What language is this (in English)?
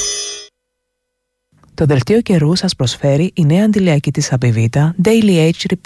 Greek